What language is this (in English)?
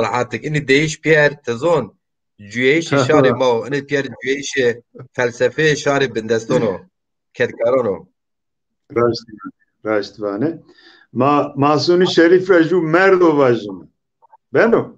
Zaza